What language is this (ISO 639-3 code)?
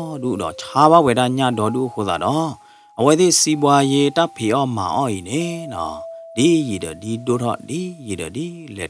ksw